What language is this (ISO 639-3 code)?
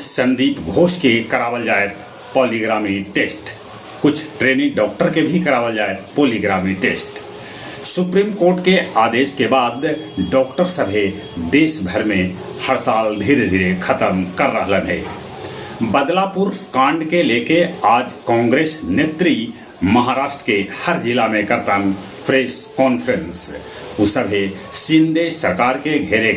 mag